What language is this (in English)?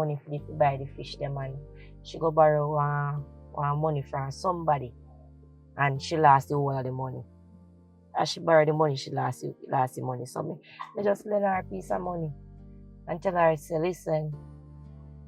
Jamaican Creole English